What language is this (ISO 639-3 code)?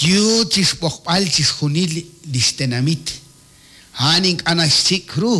kek